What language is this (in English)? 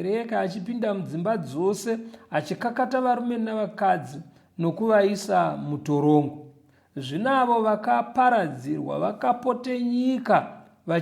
Shona